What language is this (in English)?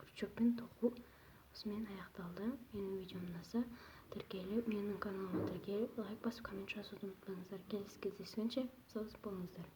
Kazakh